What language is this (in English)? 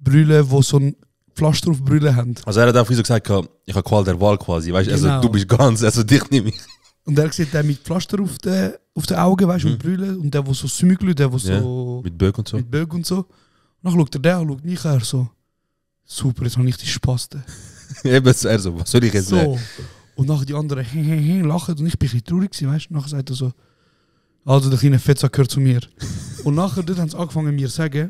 Swiss German